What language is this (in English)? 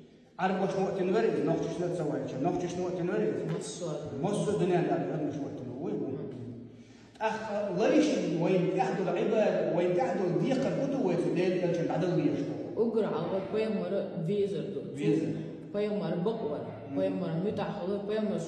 Chechen